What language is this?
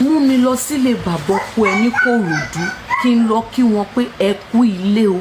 Yoruba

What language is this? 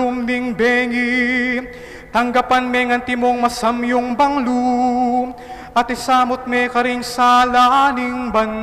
Pampanga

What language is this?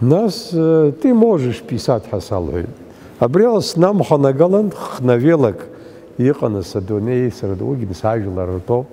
Abkhazian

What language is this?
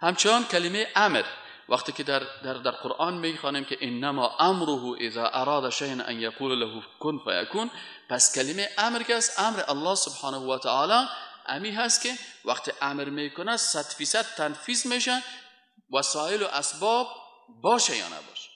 Persian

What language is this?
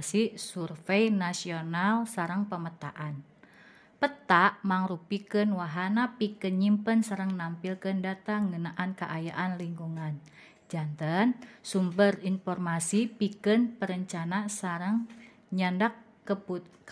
Sundanese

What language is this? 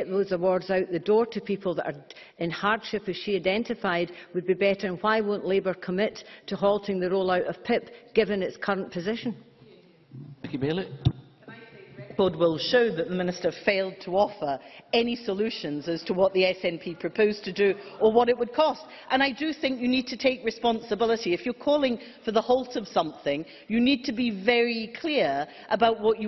English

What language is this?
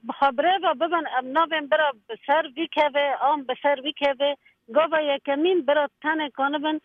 Kurdish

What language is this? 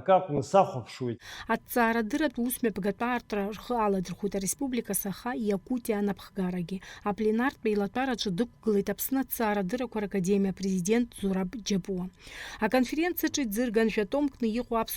Abkhazian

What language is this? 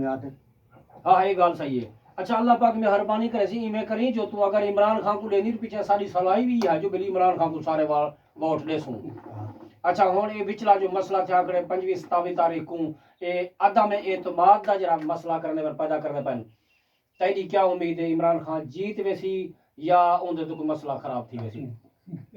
Saraiki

